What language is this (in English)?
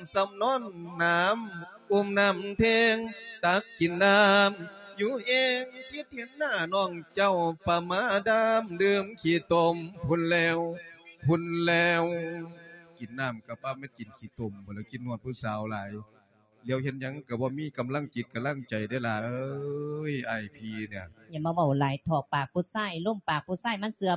Lao